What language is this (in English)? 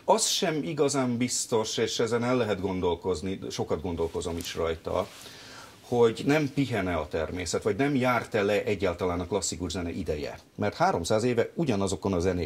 Hungarian